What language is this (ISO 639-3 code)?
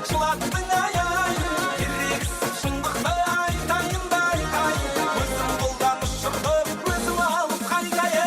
kaa